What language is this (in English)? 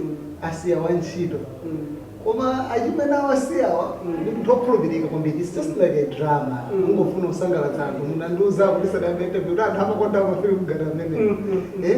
Nyanja